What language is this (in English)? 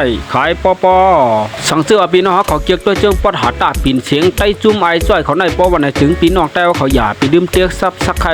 Shan